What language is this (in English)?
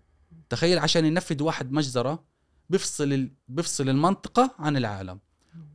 Gulf Arabic